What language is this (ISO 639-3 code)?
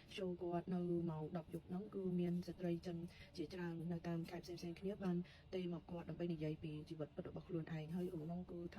khm